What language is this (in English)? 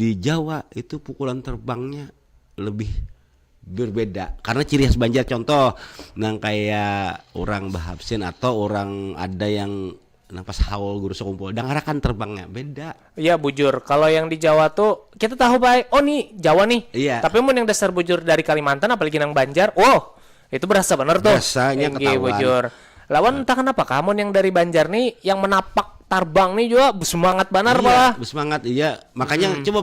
Banjar